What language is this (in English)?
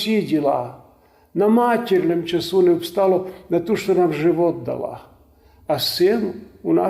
Rusyn